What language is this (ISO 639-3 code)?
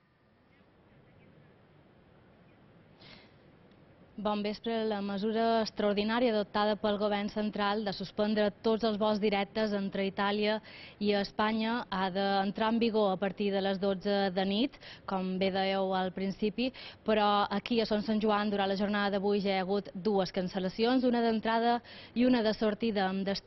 cat